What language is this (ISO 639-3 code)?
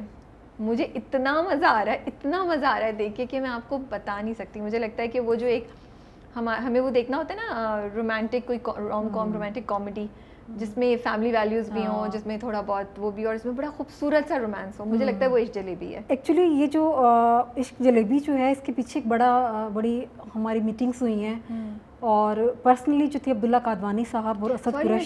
urd